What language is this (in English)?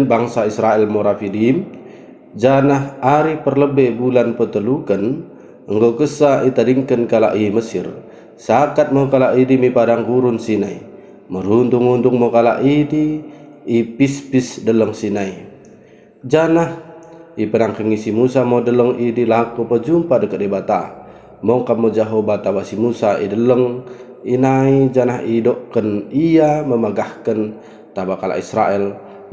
Batak Dairi